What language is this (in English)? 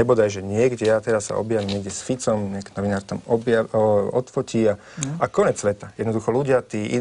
Slovak